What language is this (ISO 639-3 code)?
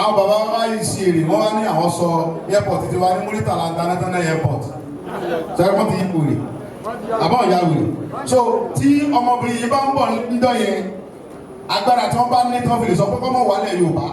yor